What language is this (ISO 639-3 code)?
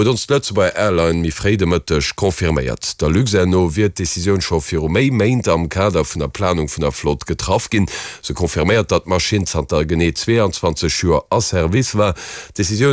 ltz